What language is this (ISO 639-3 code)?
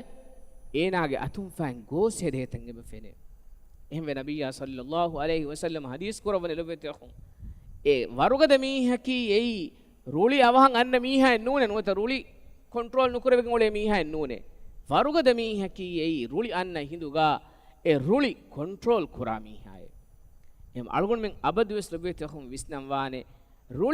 div